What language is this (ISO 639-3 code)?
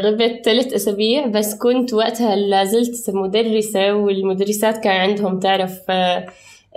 apc